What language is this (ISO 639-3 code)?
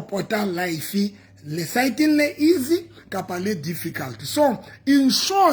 sot